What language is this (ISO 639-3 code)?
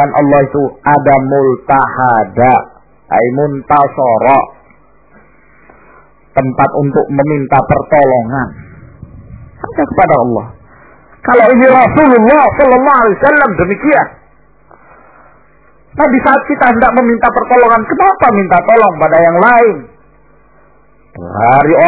ind